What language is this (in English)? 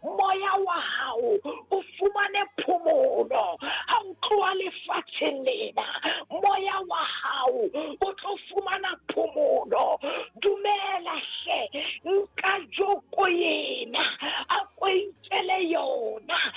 Southern Sotho